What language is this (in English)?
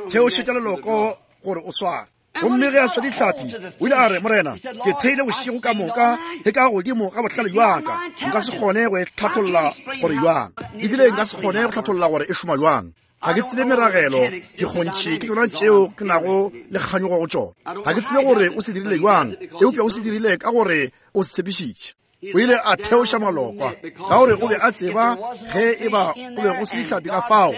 Northern Sotho